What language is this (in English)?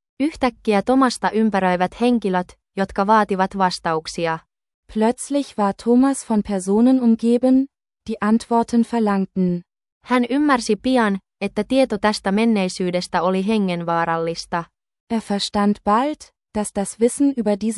Finnish